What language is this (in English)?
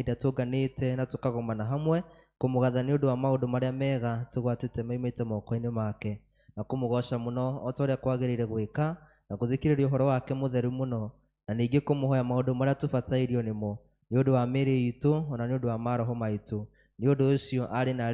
Kikuyu